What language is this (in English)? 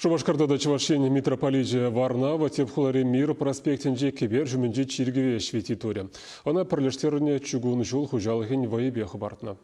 Chuvash